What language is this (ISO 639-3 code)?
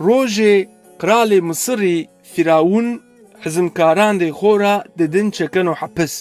zza